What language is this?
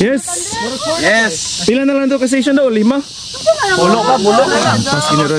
Cebuano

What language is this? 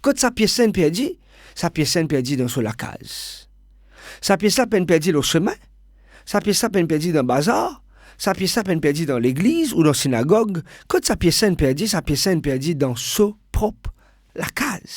Morisyen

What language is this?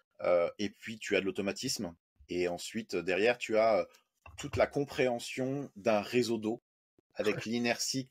French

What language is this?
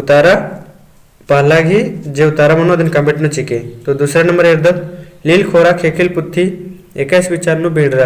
Kurukh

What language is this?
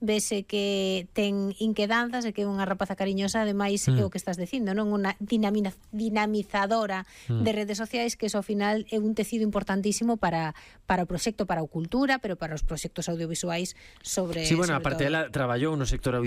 Galician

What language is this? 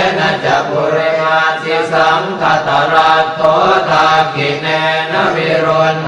Pali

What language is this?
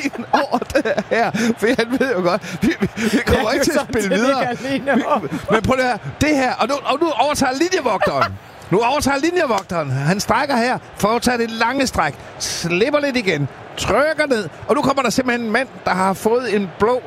Danish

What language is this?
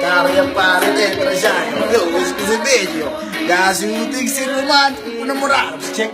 Kabuverdianu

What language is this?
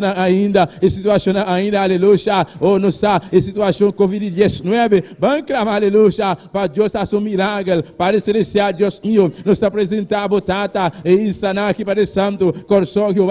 Papiamento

